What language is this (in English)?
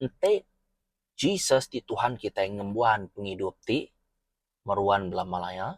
Iban